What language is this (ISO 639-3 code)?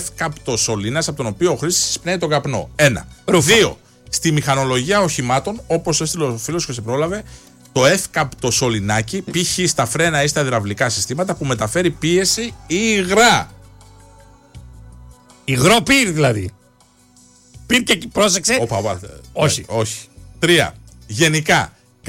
ell